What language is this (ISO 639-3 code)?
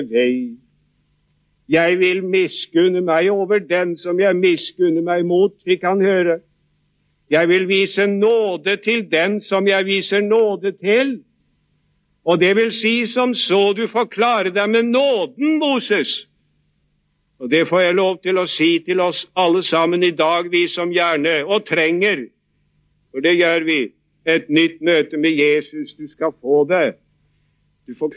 nor